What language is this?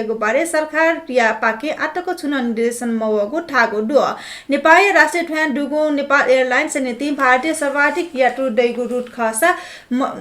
Newari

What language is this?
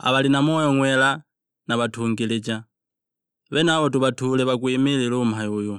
Sukuma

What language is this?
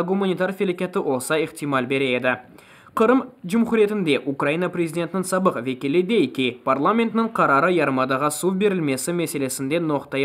Crimean Tatar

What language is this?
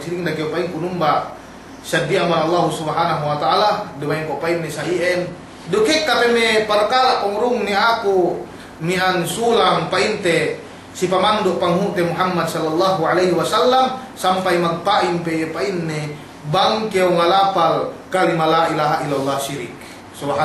Yakan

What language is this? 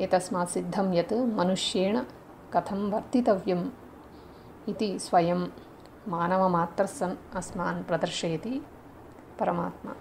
Sanskrit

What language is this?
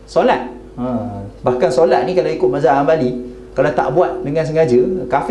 Malay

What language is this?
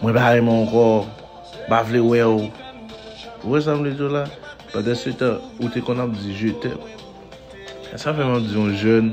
Haitian Creole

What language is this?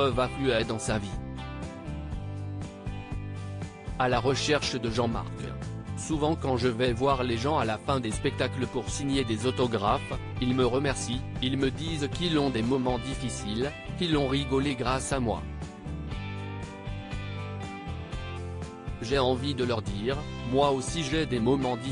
French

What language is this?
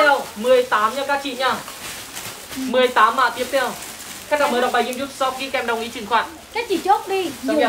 Vietnamese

